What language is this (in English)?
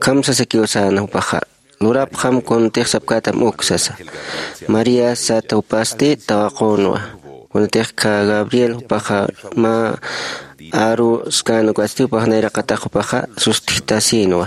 Aymara